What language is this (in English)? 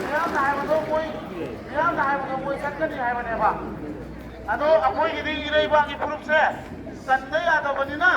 Manipuri